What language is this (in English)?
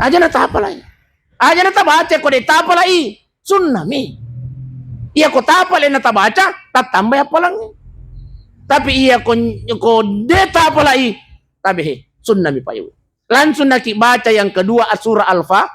Buginese